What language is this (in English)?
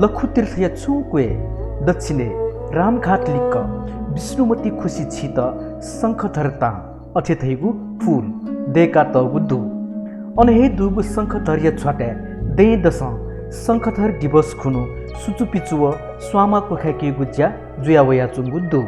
Newari